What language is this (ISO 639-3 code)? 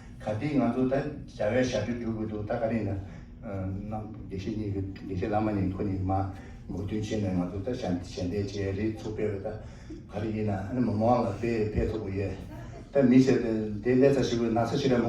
bod